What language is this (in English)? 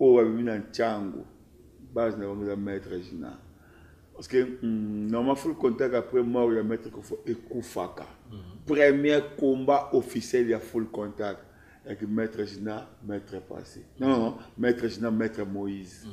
Lingala